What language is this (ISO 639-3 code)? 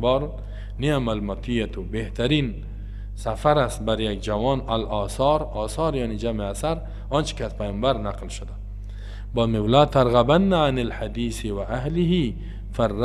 fas